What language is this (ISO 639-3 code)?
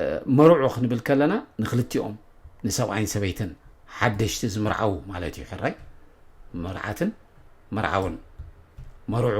tir